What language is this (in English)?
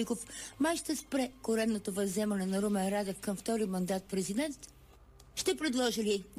Bulgarian